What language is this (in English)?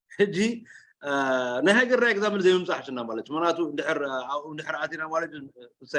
Tigrinya